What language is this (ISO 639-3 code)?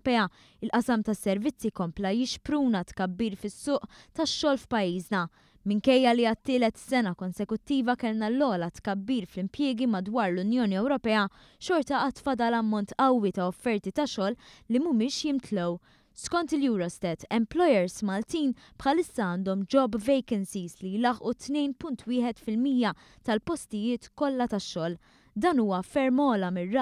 mlt